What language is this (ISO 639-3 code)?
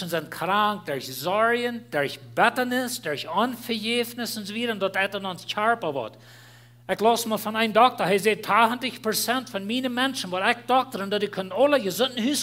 pdt